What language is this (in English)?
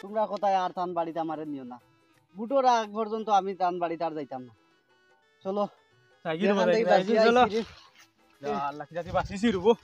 Sylheti